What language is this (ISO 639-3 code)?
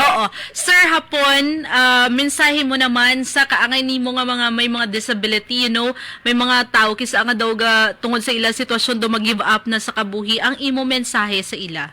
hil